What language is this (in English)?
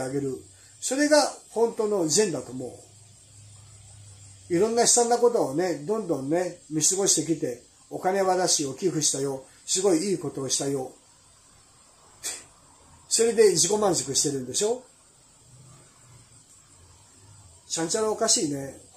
Japanese